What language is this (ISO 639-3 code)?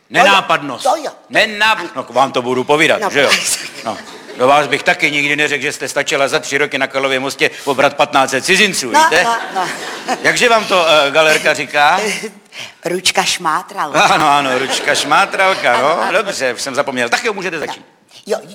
ces